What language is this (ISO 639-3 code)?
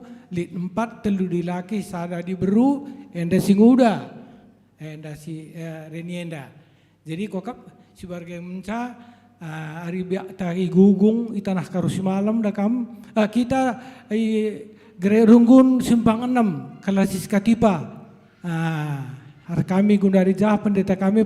btx